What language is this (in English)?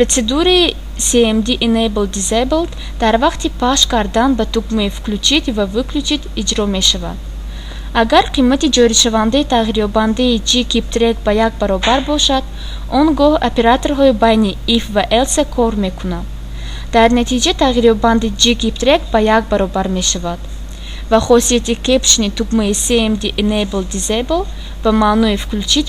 Tajik